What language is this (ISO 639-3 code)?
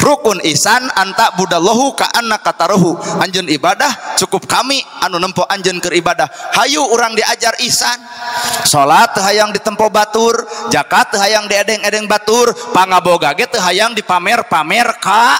sun